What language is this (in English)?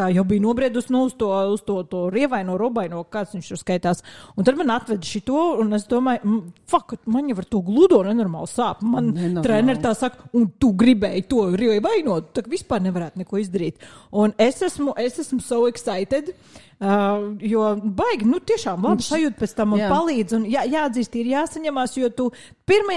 Latvian